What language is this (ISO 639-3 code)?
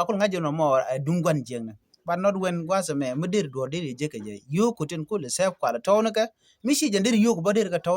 nus